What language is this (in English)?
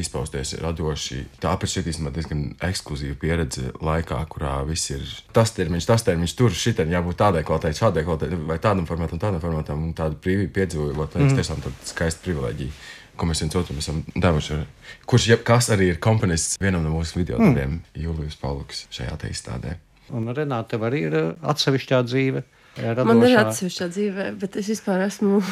Latvian